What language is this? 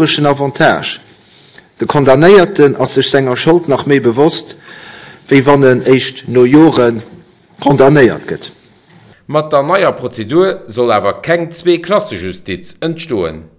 Luxembourgish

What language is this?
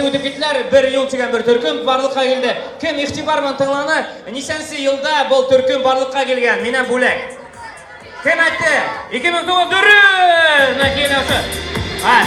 Bashkir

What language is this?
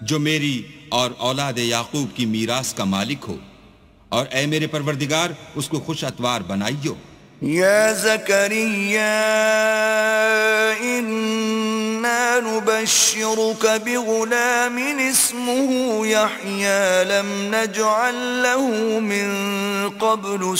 Urdu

